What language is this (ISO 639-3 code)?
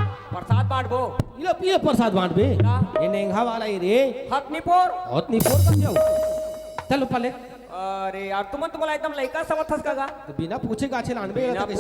hne